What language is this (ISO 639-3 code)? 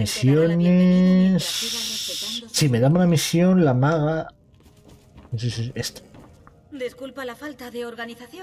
spa